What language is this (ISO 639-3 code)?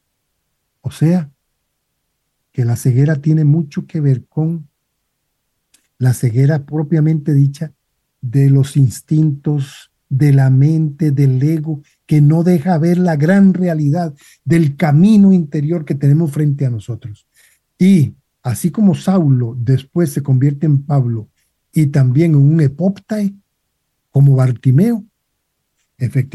spa